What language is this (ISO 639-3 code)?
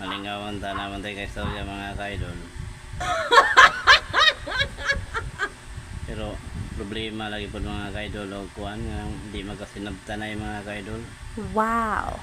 ceb